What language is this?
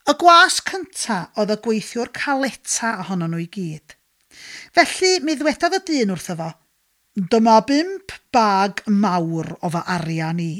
Welsh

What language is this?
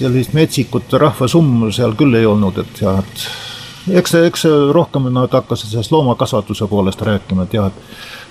Estonian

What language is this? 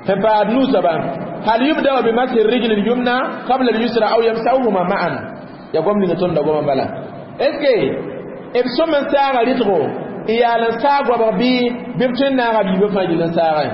Mossi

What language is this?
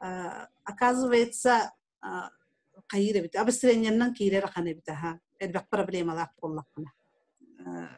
Yakut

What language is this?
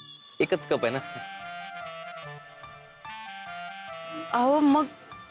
Marathi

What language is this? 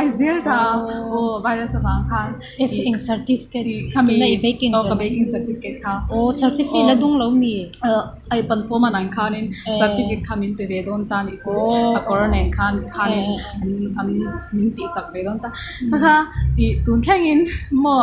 Mizo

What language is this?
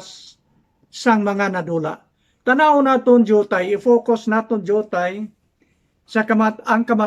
Hiligaynon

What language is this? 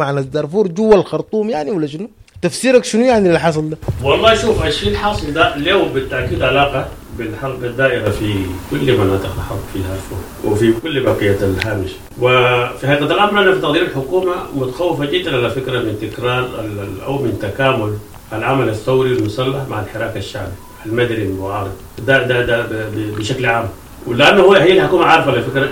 Sudanese Arabic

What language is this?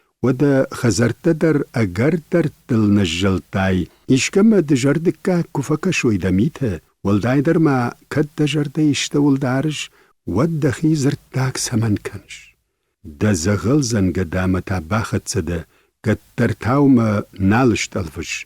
Ossetic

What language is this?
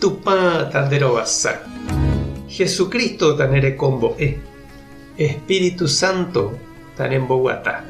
Guarani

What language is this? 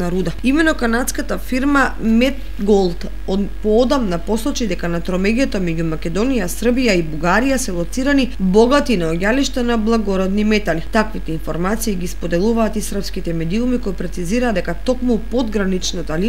Macedonian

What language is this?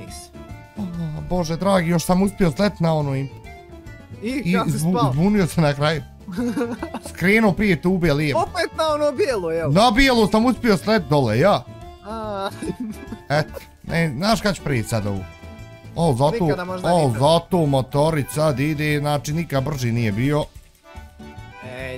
Bosnian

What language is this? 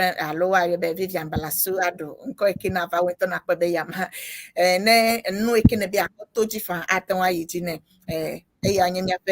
Ewe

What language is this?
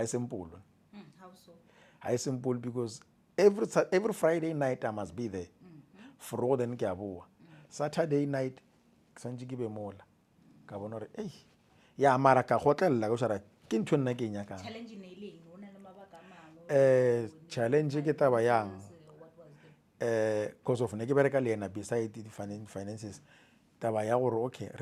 Northern Sotho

